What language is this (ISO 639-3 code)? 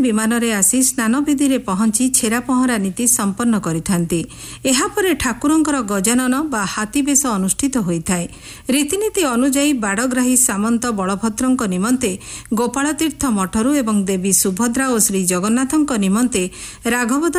ori